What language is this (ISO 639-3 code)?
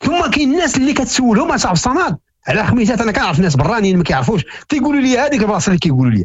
ary